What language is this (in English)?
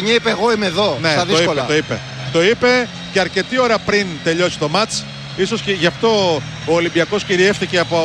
Greek